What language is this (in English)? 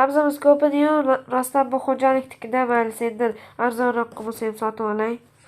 Uzbek